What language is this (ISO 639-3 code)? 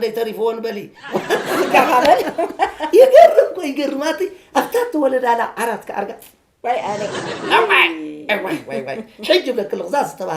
tir